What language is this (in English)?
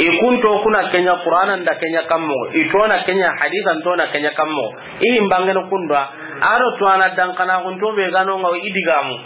Soninke